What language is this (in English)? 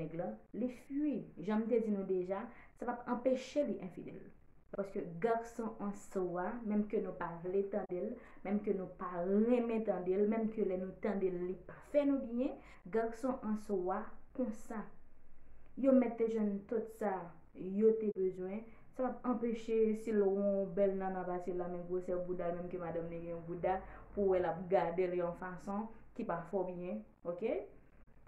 Haitian Creole